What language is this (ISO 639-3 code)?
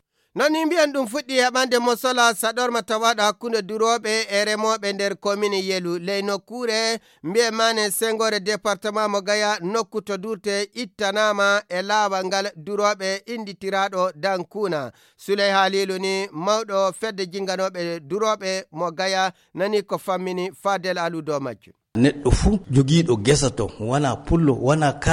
ful